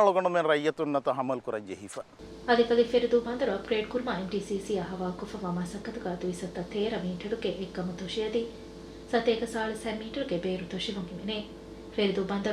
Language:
Divehi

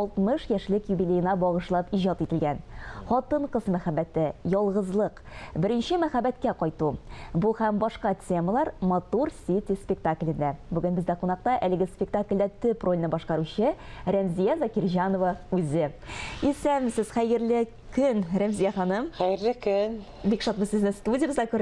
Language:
Tatar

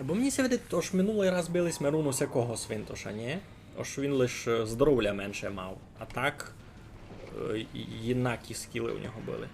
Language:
Rusyn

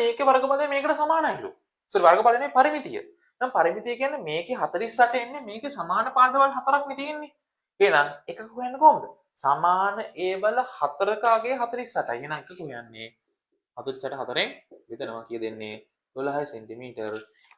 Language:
Sinhala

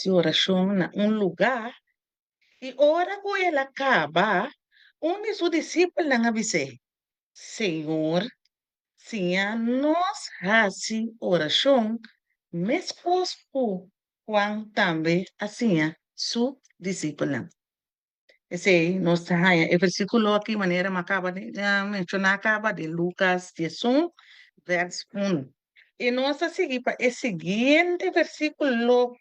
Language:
Papiamento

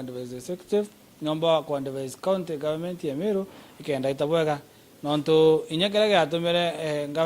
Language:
Meru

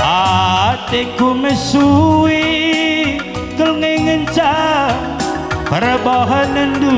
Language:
Batak Karo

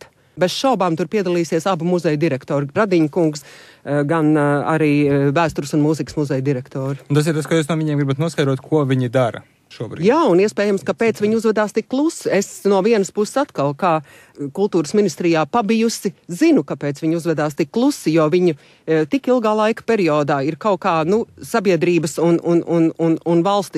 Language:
Latvian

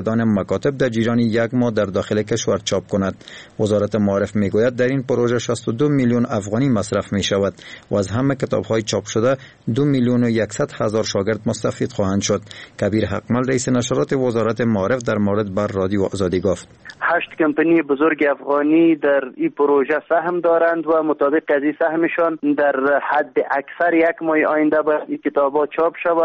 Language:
Persian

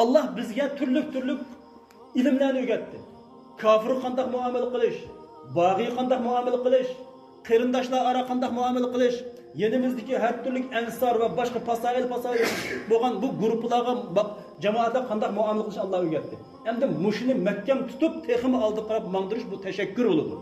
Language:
Uyghur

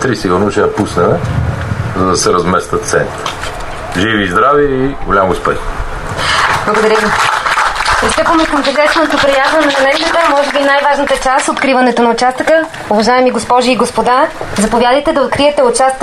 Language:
Bulgarian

